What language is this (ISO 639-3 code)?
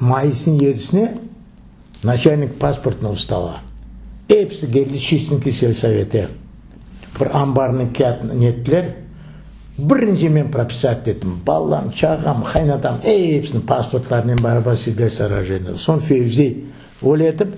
crh